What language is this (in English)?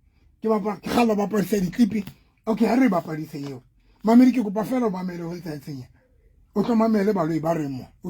Southern Sotho